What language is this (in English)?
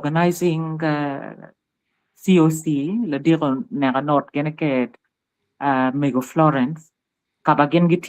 Acoli